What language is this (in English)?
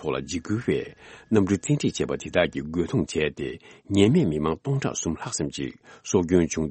Tibetan